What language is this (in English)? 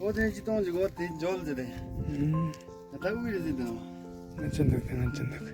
Tibetan